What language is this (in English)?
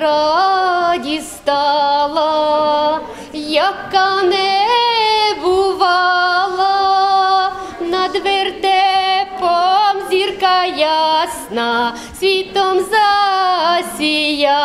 Ukrainian